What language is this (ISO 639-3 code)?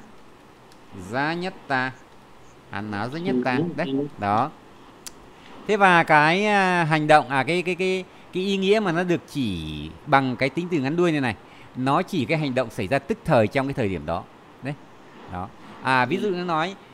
vie